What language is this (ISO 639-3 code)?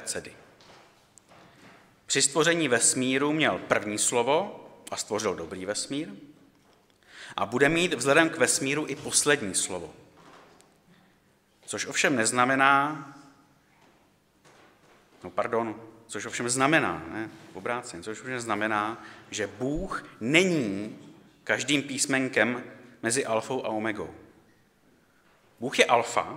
ces